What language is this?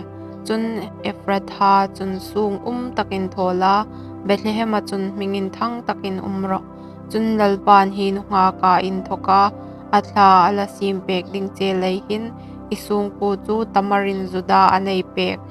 Hmar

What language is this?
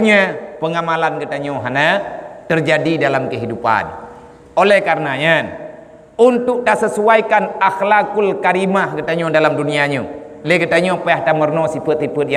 Achinese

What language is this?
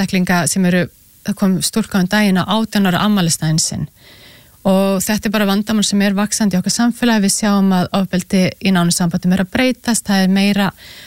Icelandic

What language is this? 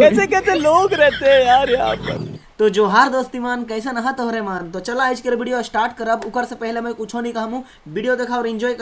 Sadri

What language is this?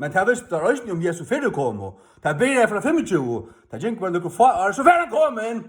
Faroese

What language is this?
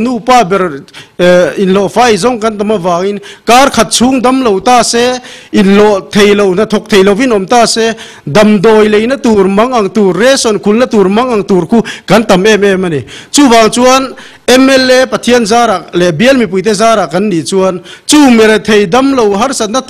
Mizo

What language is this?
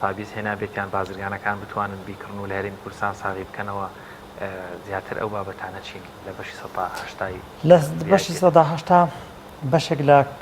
Central Kurdish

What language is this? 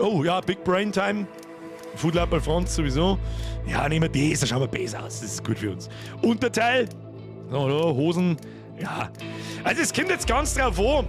Bavarian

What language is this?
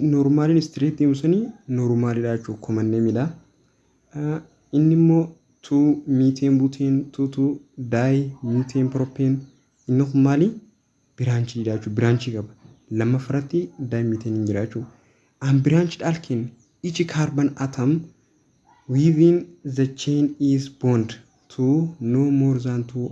Oromo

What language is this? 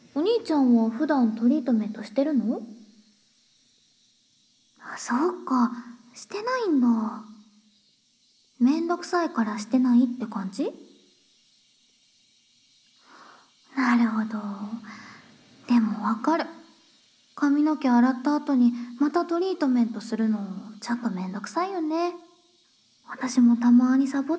Japanese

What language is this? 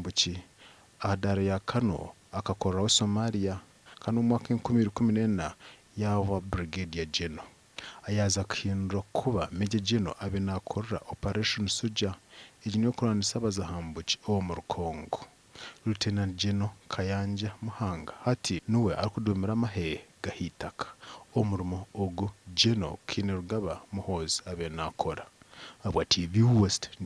Nyankole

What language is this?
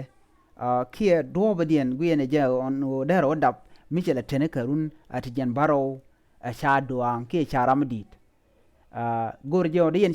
Nuer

